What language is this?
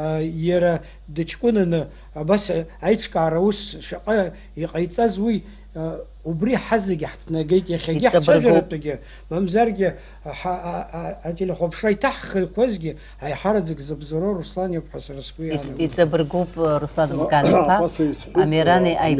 Abkhazian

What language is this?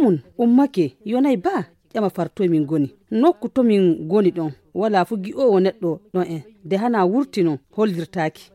Nigerian Fulfulde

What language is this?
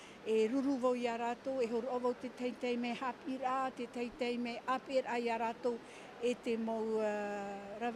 Tahitian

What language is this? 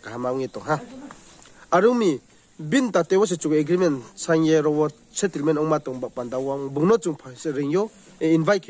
Riang (India)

